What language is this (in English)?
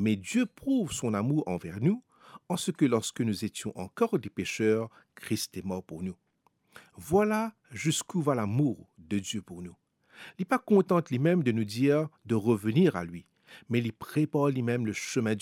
Morisyen